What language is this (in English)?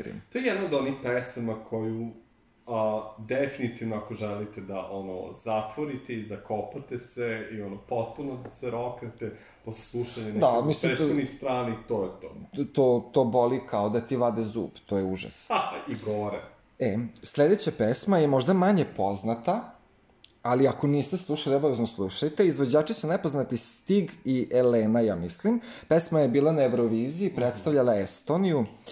Serbian